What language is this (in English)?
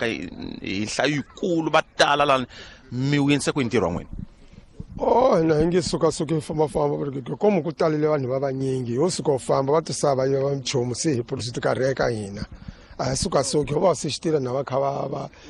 Tsonga